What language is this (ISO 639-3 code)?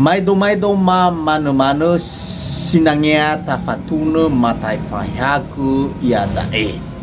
nia